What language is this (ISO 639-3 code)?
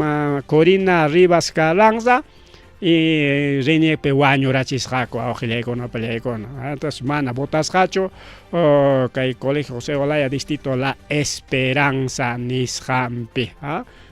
quy